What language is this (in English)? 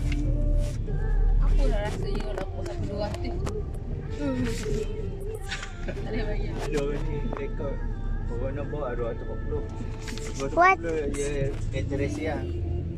Malay